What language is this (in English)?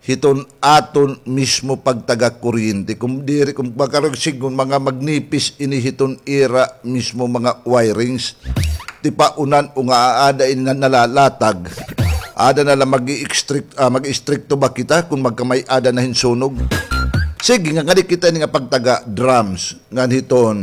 Waray